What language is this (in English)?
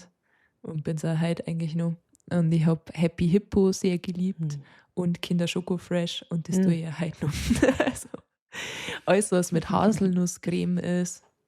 Bavarian